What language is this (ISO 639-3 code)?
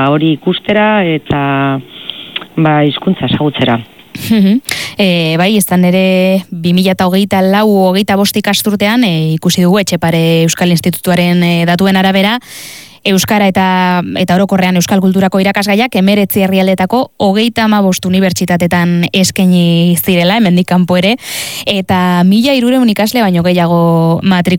eus